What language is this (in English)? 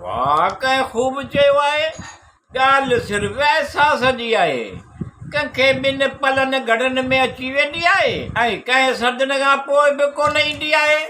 Sindhi